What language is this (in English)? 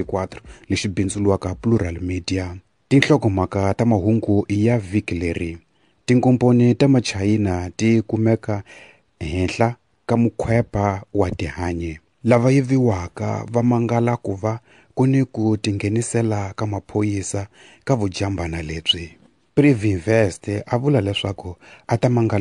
Tsonga